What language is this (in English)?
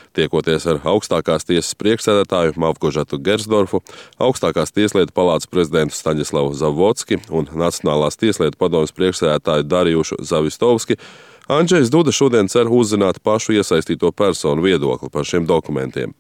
Latvian